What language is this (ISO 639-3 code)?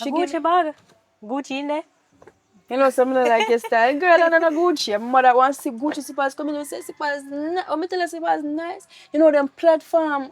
jam